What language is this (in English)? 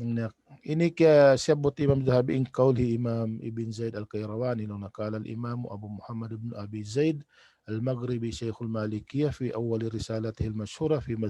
Tausug